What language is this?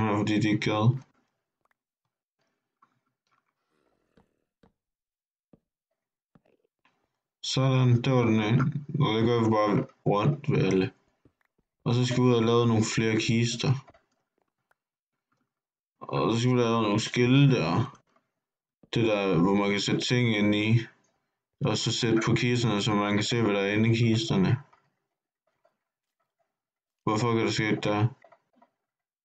Danish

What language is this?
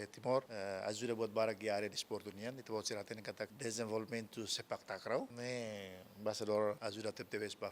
Tetum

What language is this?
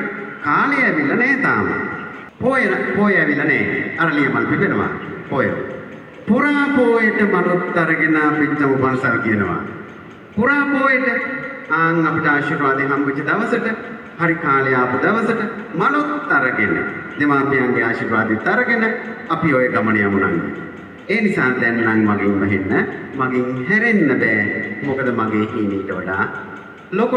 Sinhala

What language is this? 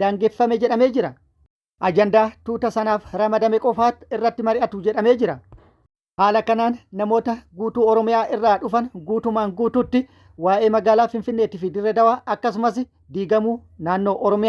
Oromo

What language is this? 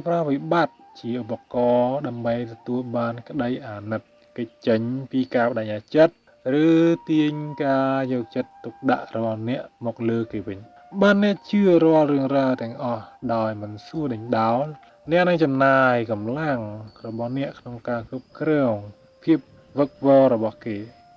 Khmer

